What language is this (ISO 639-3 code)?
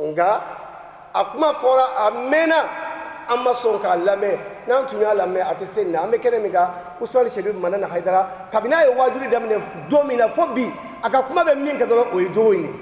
bam